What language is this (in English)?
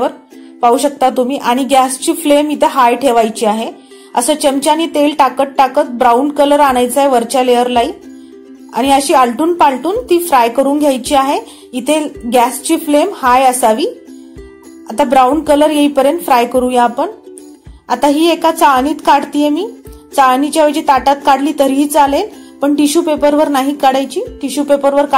Marathi